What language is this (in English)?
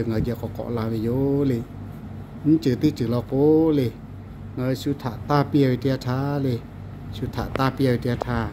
Lahu